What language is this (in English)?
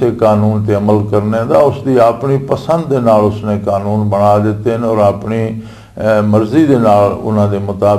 Western Panjabi